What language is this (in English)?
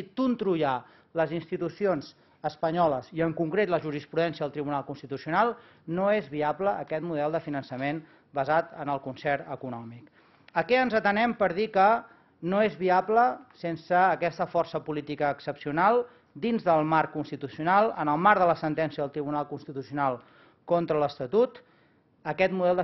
Catalan